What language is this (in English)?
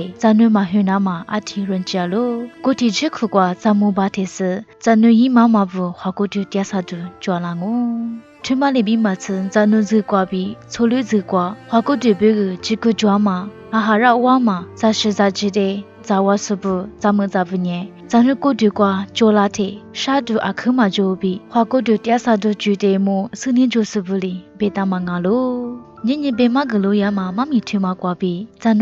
Lisu